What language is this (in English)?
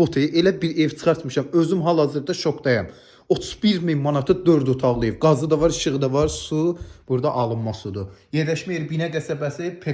Azerbaijani